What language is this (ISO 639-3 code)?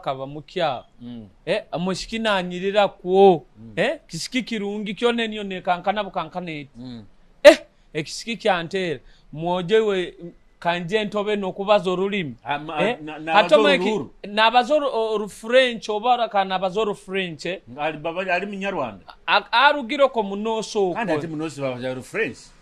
nyo